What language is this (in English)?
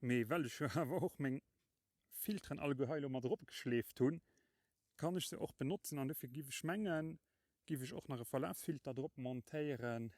Luxembourgish